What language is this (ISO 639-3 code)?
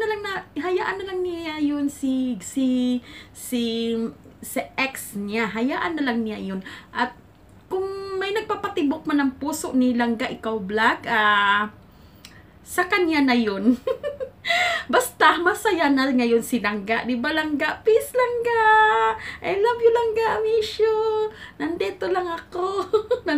fil